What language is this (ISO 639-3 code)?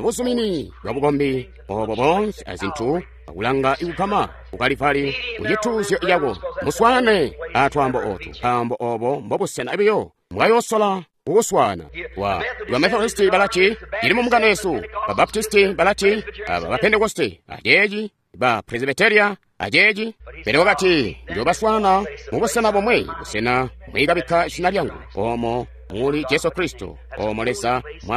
toi